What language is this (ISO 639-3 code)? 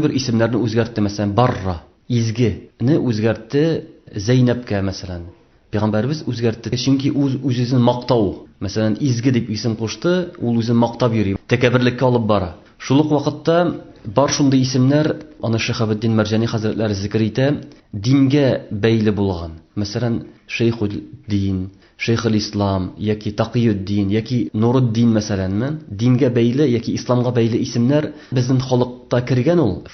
tat